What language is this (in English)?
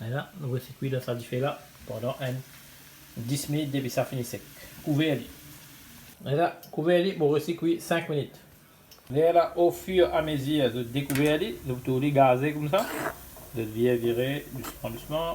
Morisyen